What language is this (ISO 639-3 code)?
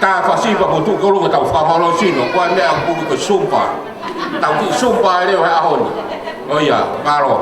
ton